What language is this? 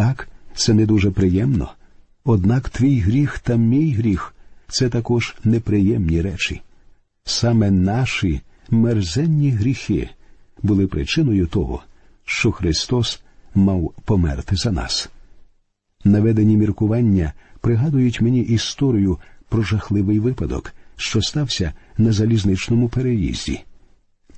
Ukrainian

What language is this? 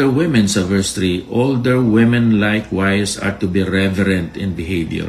Hiligaynon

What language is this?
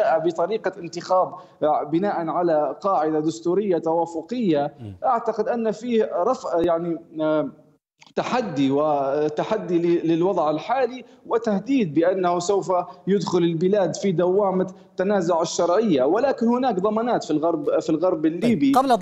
Arabic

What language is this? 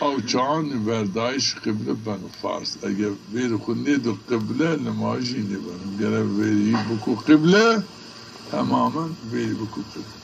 Zaza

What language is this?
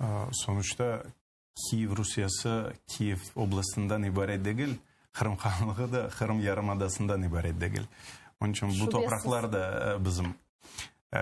Crimean Tatar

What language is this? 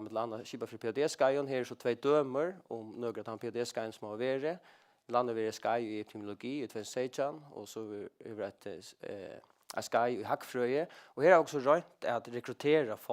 Faroese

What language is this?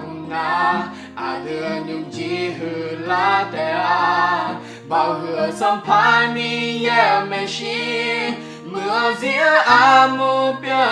Akha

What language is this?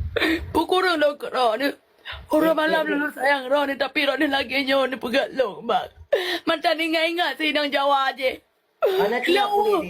Achinese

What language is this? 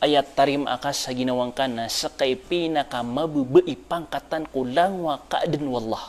Maranao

